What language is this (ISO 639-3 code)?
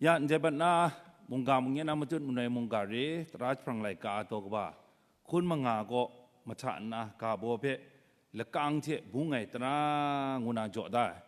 kac